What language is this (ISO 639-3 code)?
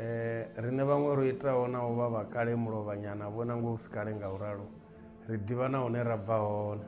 ven